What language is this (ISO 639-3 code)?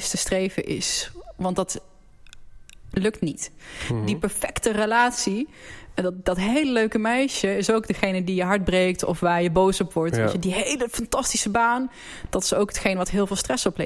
nld